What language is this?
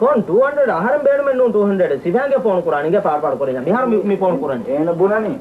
Divehi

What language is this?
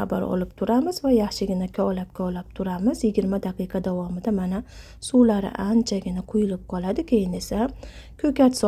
Uzbek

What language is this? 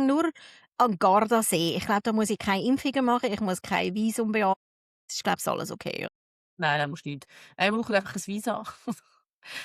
Swiss German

